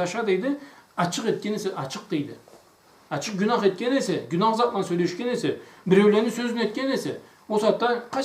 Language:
Karachay-Balkar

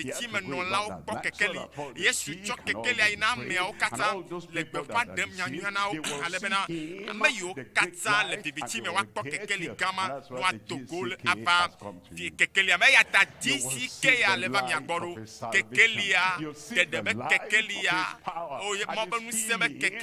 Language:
Ewe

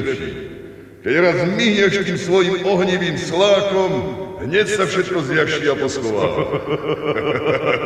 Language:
Slovak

